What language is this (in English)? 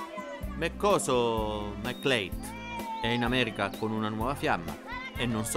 Italian